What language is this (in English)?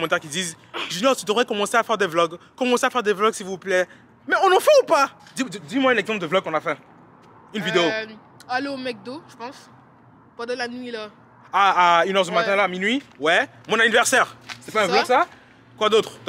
French